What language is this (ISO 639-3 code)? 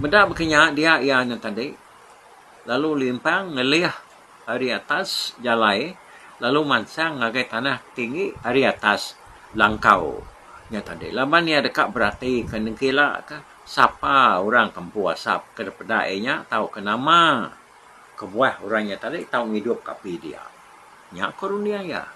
iba